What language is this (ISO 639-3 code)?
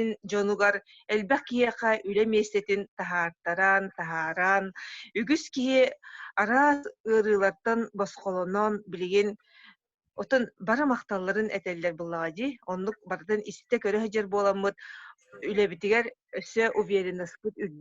sah